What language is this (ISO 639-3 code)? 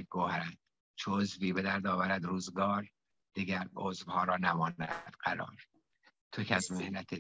fas